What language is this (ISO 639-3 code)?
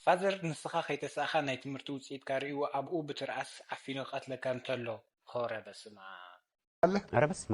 tir